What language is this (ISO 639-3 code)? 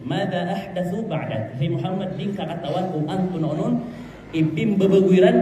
mrw